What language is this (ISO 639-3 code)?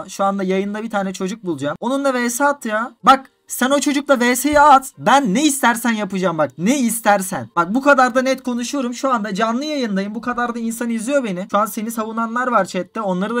tur